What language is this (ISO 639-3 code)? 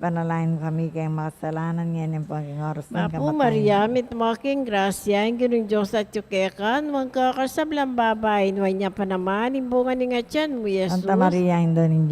pam